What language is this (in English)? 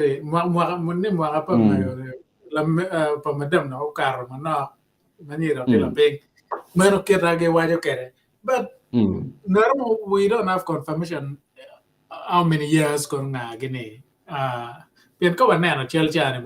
Acoli